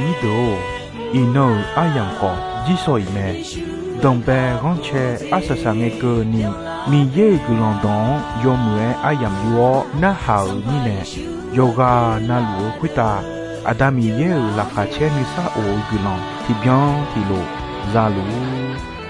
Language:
Akha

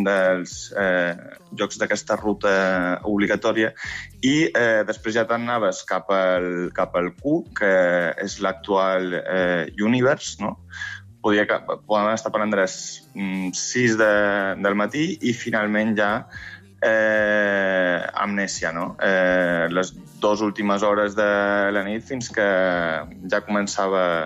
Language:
Catalan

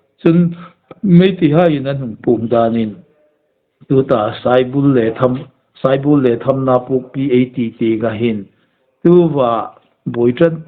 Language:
Hmar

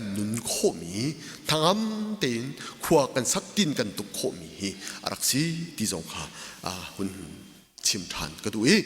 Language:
Hakha Chin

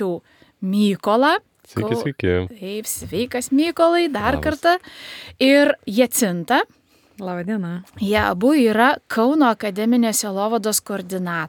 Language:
Lithuanian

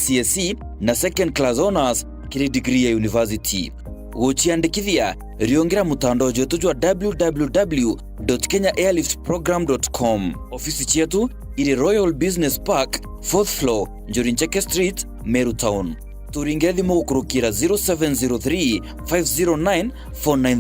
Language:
Meru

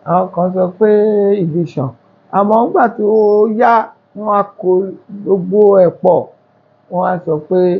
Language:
Yoruba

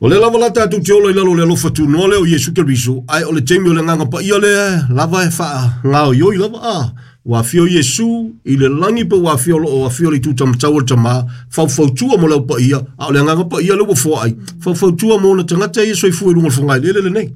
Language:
Samoan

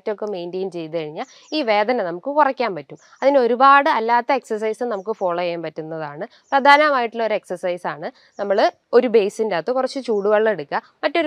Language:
Malayalam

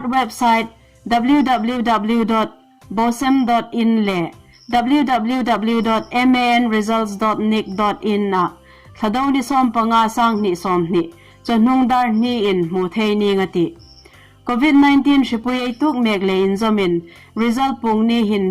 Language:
Hmar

